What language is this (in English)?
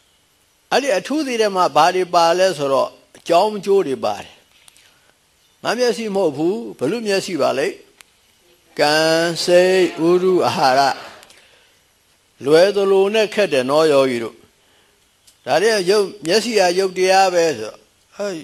Burmese